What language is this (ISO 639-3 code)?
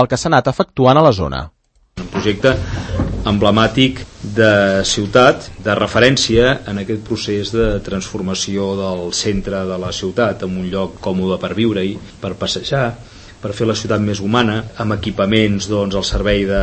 cat